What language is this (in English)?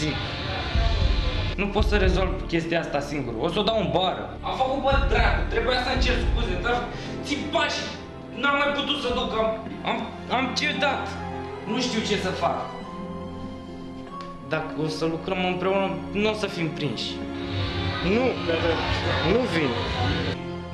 Romanian